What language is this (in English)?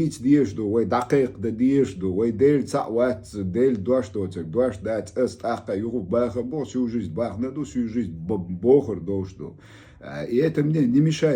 Chechen